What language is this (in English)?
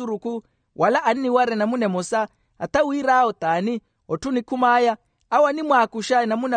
Makhuwa